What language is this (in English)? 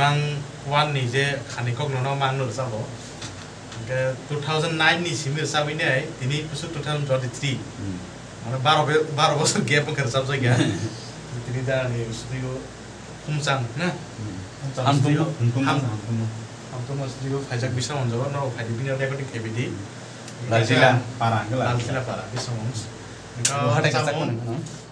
Kok Borok